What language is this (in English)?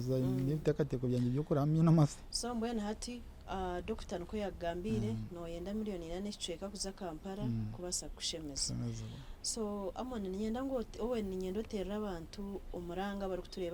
Nyankole